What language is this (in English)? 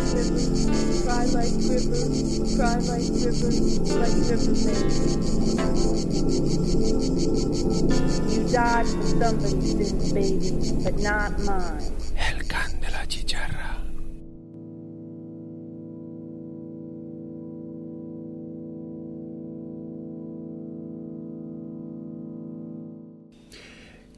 Catalan